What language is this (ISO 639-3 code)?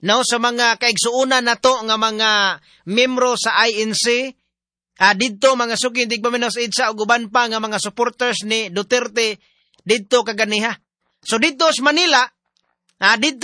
ceb